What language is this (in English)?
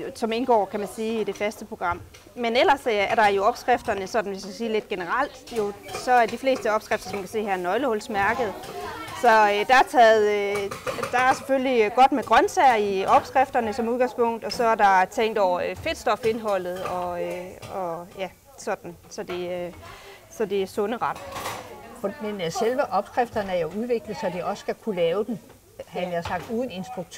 Danish